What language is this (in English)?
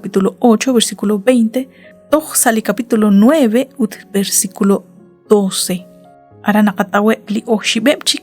Kekchí